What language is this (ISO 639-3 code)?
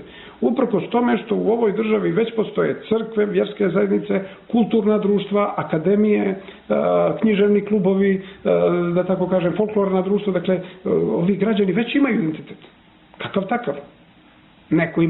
bos